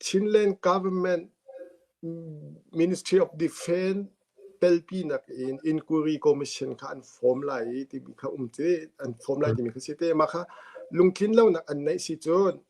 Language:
Hakha Chin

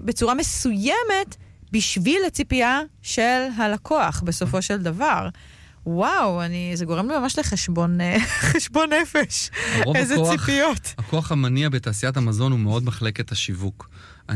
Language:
Hebrew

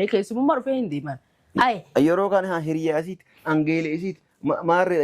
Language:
Oromo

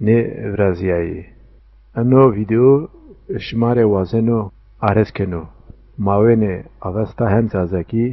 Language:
Zaza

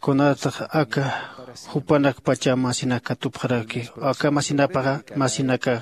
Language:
Aymara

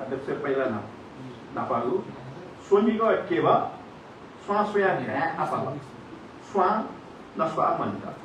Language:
Newari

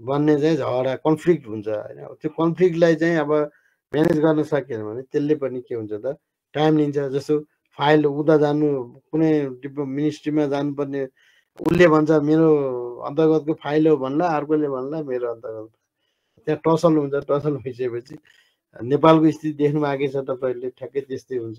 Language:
Nepali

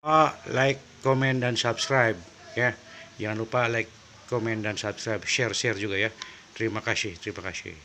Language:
Sundanese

